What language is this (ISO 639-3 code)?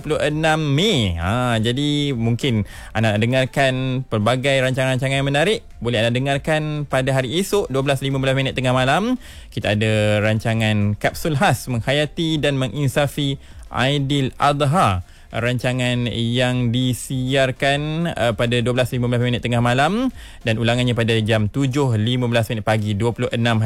msa